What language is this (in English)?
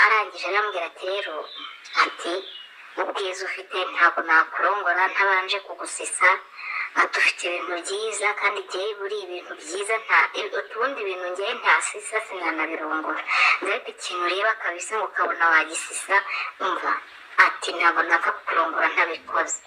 Kinyarwanda